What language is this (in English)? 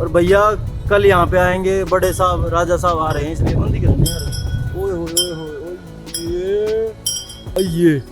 Haryanvi